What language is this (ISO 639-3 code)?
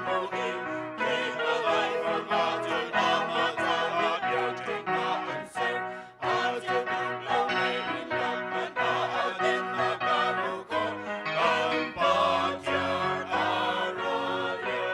cnh